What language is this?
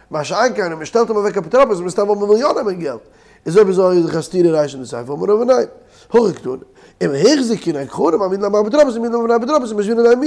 Yiddish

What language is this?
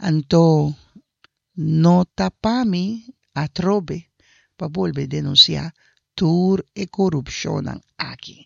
Papiamento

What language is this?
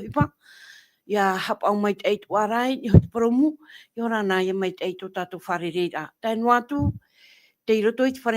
Tahitian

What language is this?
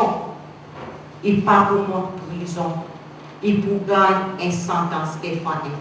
Seselwa Creole French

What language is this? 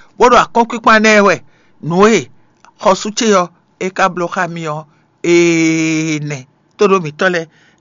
Fon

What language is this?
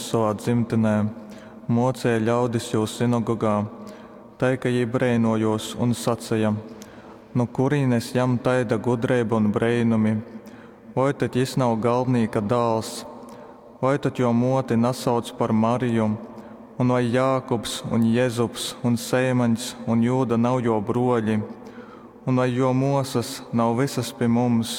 Latgalian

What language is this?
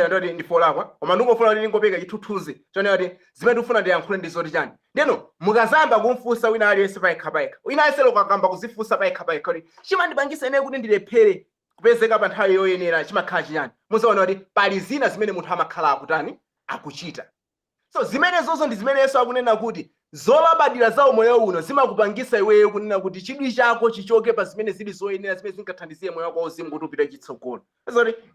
Nyanja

